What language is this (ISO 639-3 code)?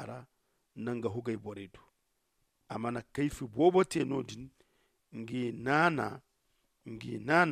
dje